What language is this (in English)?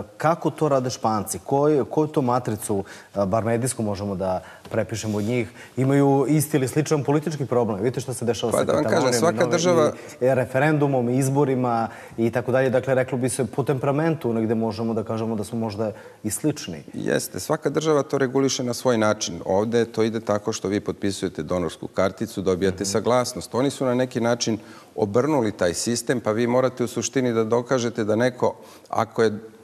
Serbian